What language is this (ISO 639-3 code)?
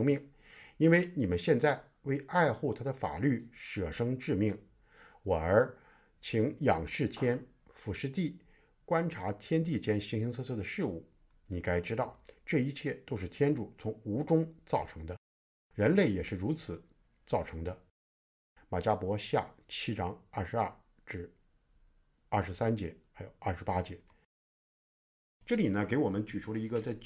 zho